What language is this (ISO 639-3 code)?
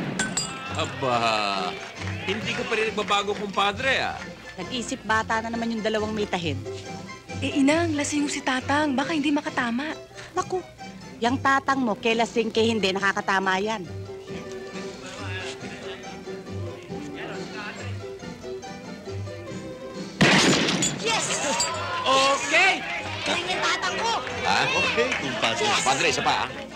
fil